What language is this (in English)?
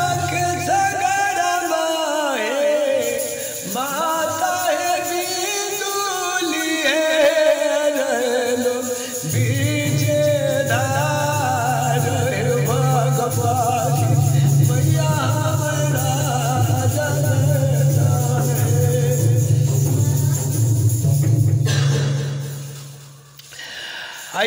Bhojpuri